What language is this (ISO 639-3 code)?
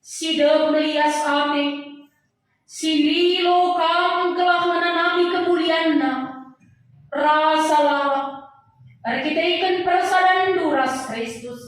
btx